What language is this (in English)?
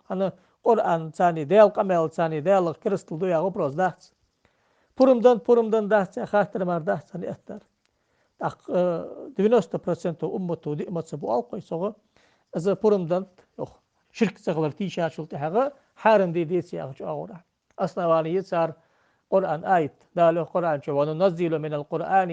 Ingush